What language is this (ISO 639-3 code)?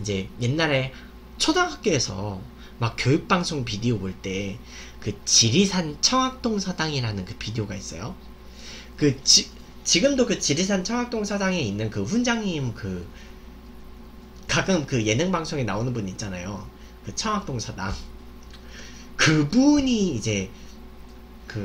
kor